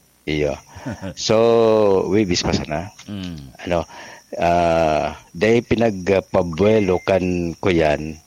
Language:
Bikol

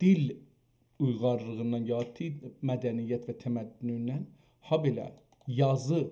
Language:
South Azerbaijani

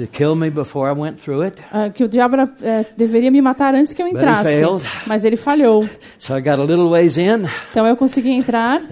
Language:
Portuguese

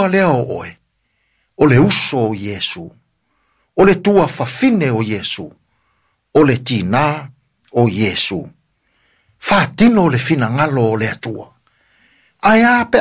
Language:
Samoan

